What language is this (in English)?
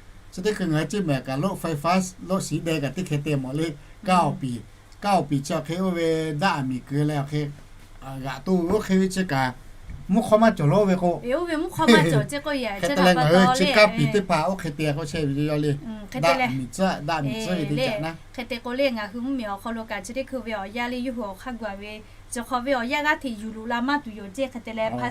Lahu